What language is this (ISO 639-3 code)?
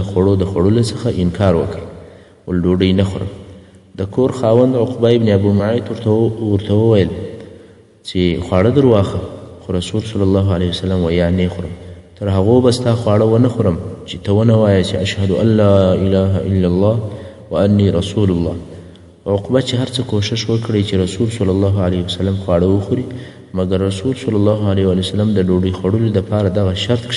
pus